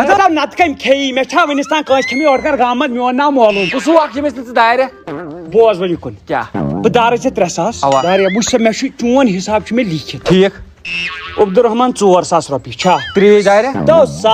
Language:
Kashmiri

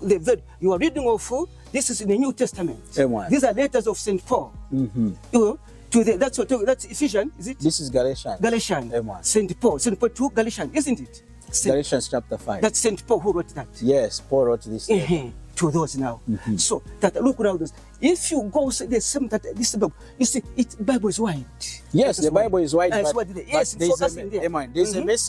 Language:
Lunda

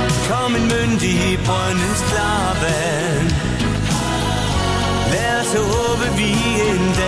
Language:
Danish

